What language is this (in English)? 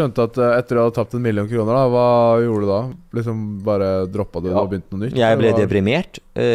Norwegian